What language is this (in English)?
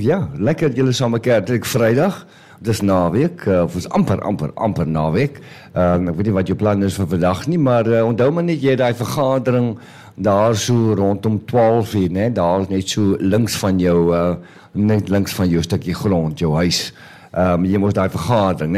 Afrikaans